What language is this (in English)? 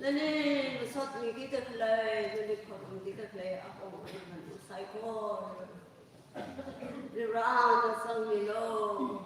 Tangkhul Naga (India)